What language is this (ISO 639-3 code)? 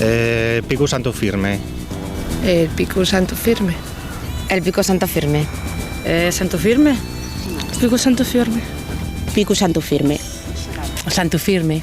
ast